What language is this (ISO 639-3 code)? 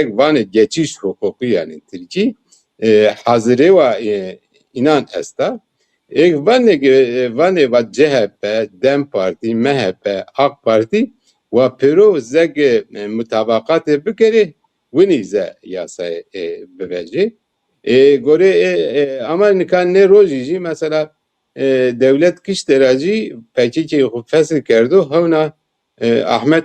zza